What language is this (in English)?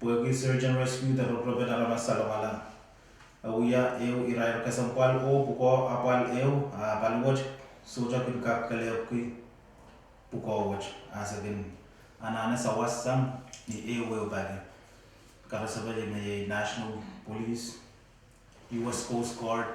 Pohnpeian